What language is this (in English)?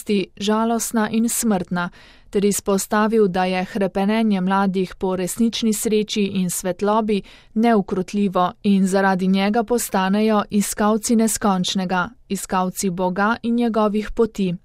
Slovenian